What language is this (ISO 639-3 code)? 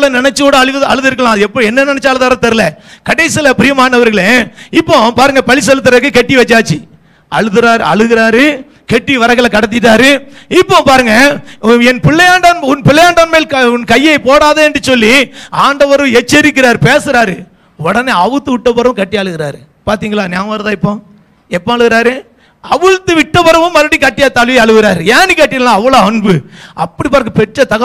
tam